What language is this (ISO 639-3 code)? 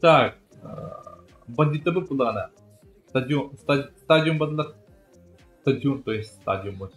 sah